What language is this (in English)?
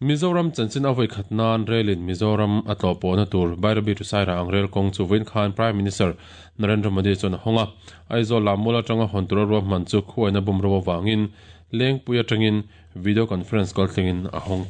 Mizo